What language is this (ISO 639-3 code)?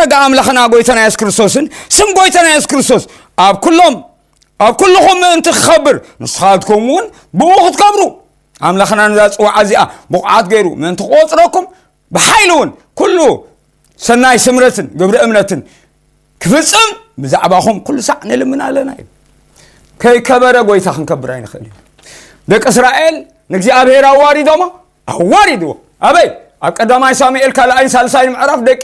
tir